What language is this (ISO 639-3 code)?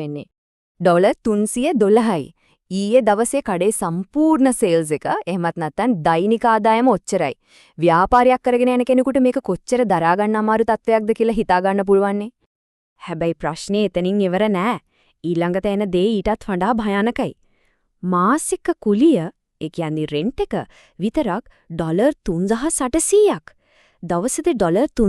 sin